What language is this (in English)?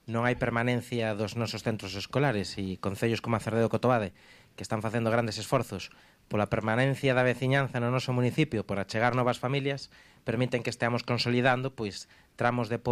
Galician